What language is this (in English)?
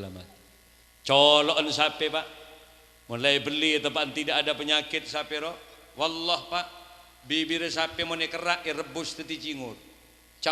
Madurese